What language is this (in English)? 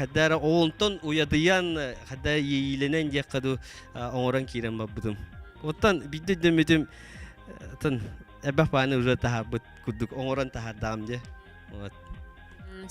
Yakut